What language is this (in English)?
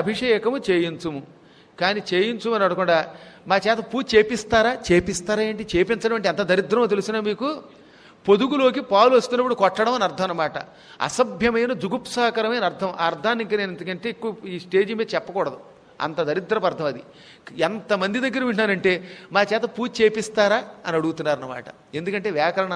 Telugu